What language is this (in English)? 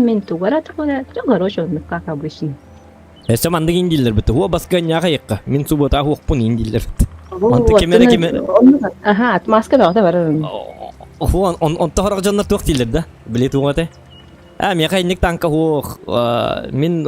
Yakut